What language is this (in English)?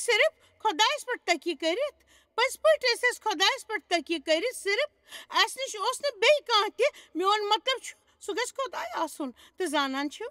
Kashmiri